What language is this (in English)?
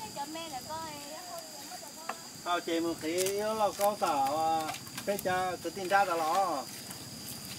Vietnamese